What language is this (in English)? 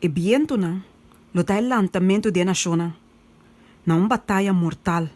Papiamento